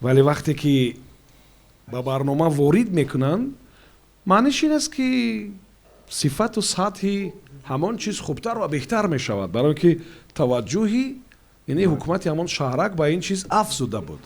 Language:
Tajik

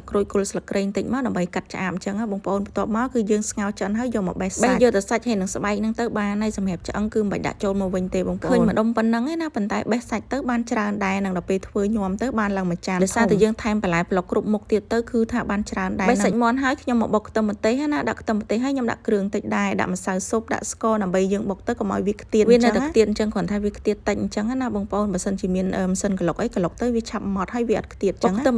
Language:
Khmer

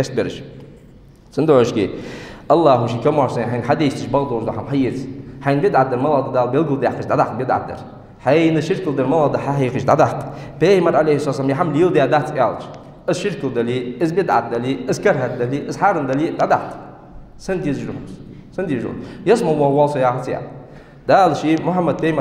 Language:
Ingush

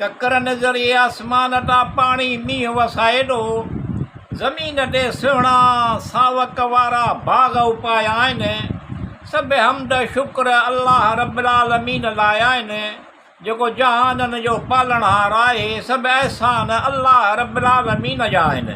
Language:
Sindhi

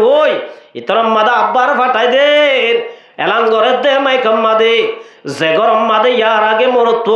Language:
Rohingya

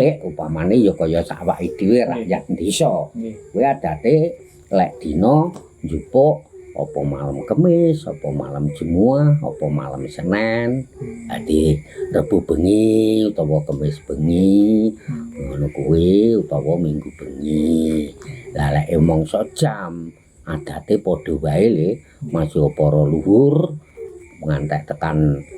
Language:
Javanese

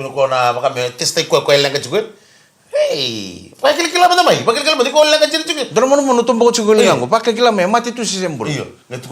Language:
Fijian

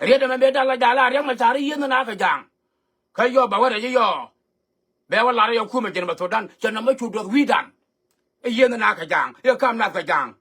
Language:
Nuer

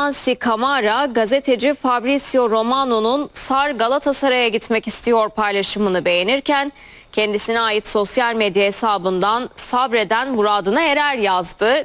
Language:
Turkish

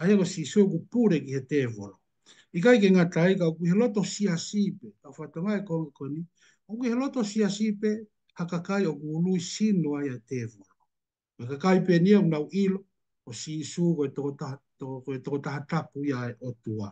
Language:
Tongan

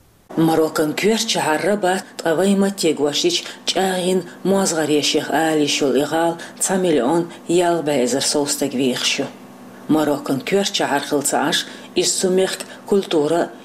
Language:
Chechen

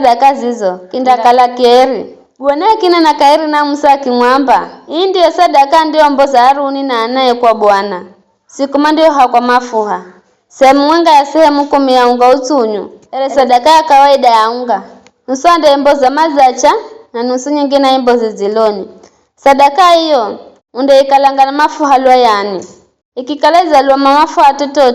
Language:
Giryama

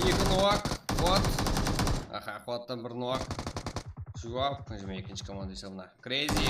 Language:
Kara-Kalpak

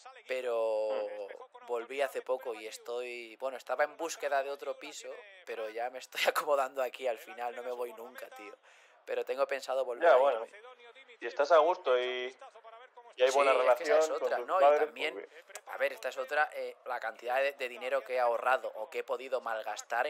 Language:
Spanish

